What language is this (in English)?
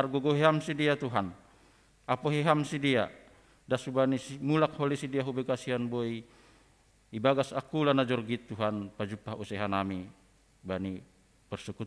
Batak Simalungun